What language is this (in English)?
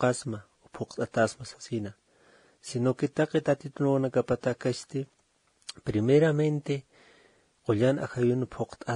Aymara